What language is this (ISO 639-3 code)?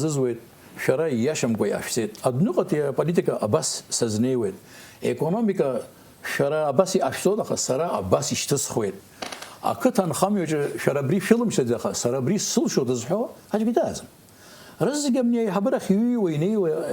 abk